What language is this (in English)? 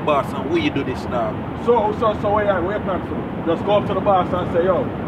Jamaican Creole English